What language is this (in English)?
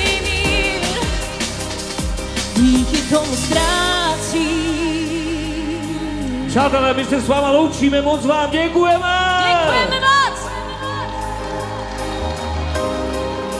Czech